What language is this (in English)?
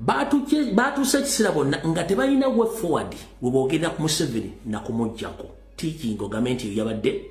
Ganda